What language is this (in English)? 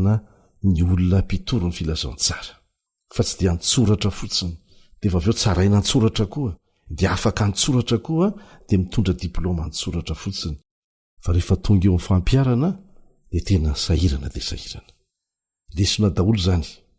Malagasy